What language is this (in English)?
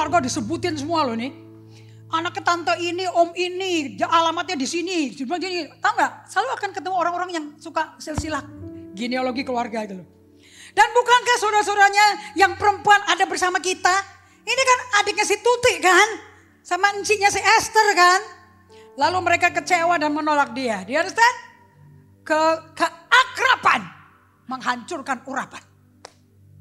Indonesian